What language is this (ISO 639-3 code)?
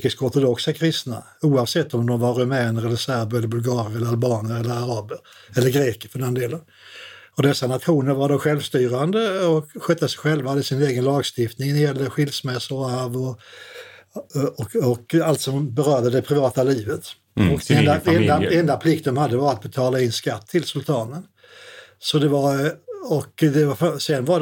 swe